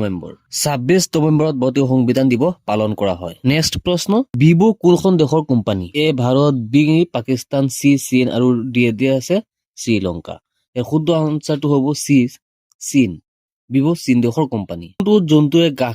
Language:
Assamese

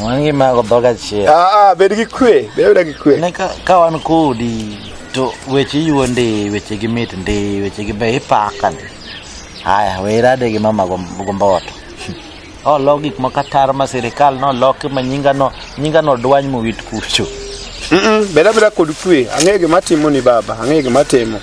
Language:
Luo (Kenya and Tanzania)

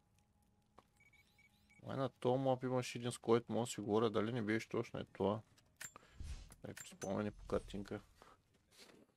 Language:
Bulgarian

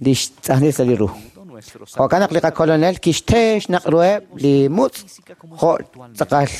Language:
Kekchí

